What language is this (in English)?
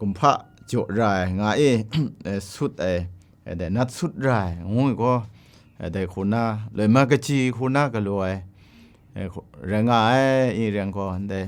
Kachin